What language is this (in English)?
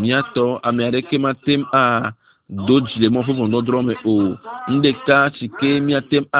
Ewe